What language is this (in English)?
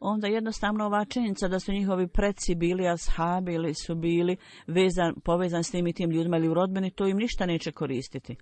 Bosnian